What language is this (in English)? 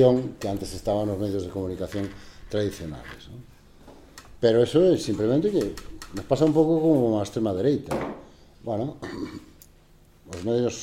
Galician